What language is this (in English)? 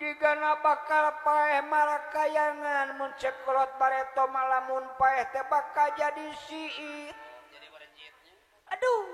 Sundanese